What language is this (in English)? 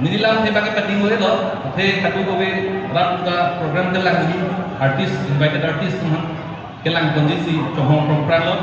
Karbi